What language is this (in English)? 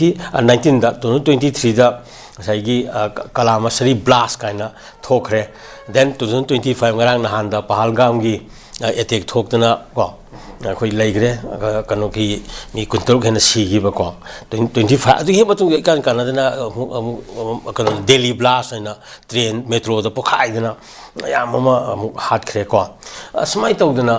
Manipuri